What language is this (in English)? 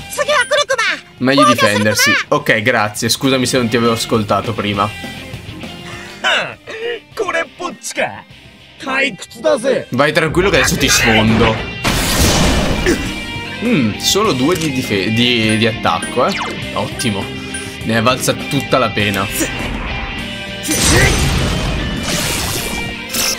Italian